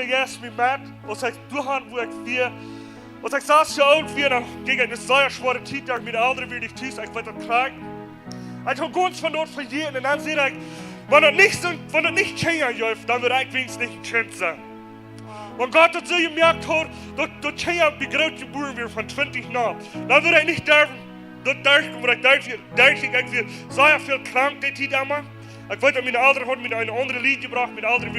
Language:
Plautdietsch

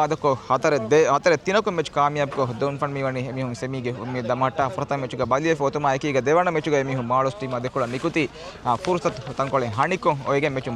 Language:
Divehi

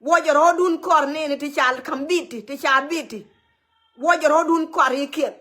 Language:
Nuer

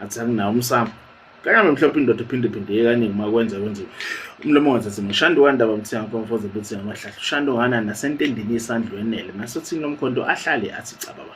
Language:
Zulu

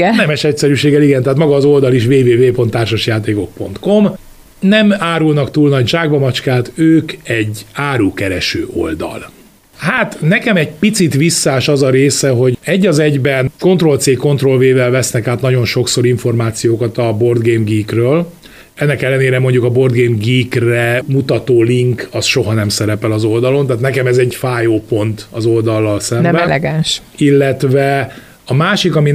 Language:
Hungarian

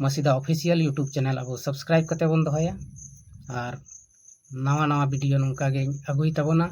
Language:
Santali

